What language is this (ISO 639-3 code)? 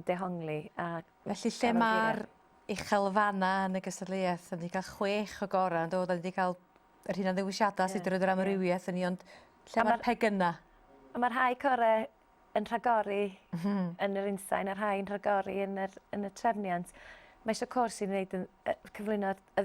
cym